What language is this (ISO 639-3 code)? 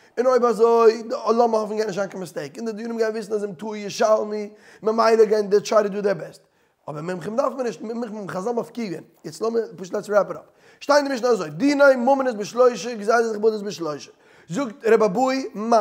yid